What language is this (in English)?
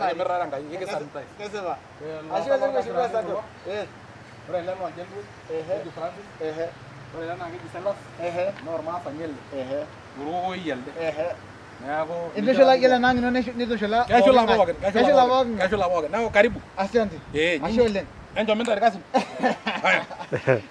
Masai